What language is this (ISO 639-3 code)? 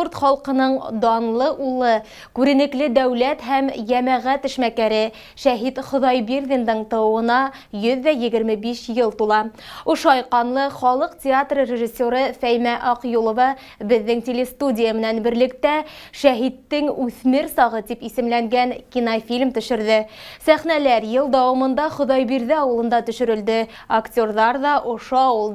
bak